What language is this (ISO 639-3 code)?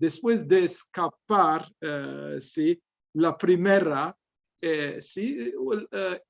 lad